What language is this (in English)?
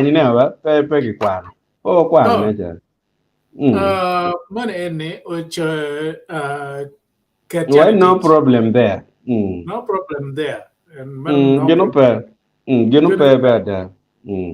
Acoli